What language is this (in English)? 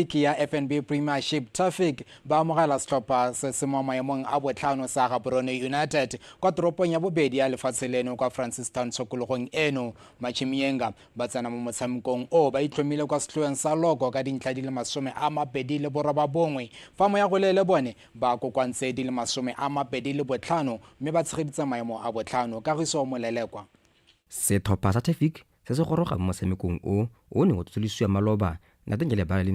Tswana